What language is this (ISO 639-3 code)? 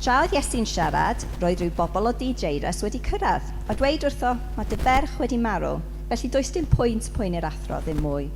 cym